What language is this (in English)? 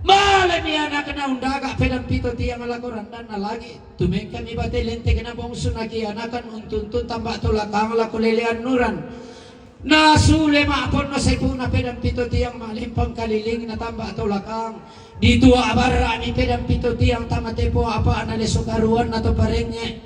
Toraja-Sa'dan